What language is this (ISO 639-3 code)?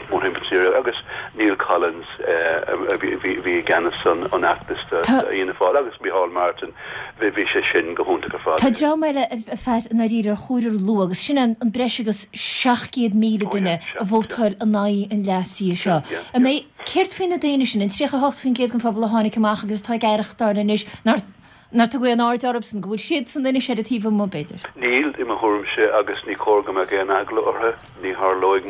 gle